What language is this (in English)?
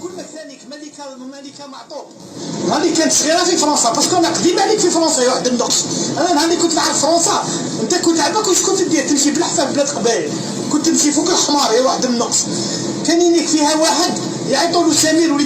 Algerian Arabic